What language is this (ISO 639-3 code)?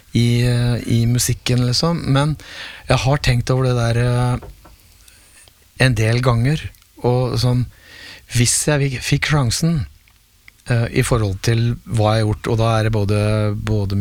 nor